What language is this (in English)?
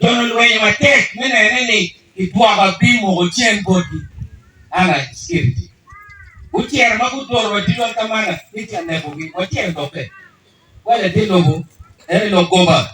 Acoli